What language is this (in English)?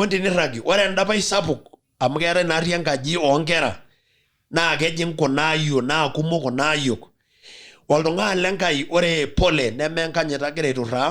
Masai